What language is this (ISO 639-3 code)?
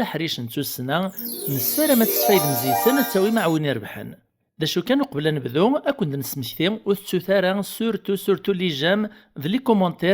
kab